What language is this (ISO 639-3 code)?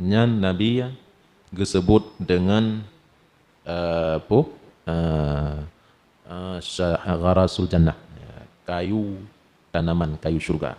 ace